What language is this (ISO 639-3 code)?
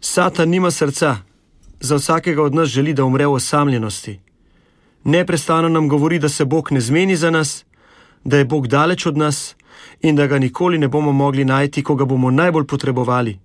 slv